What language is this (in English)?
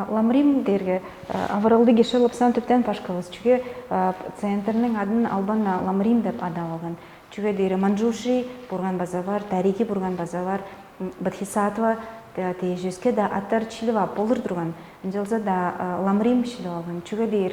Tuvinian